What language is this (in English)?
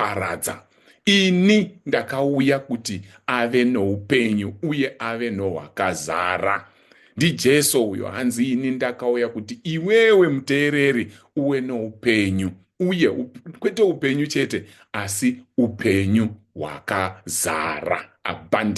Shona